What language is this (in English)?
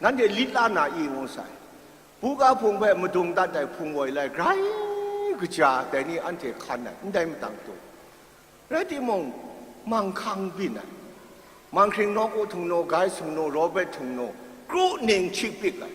Kachin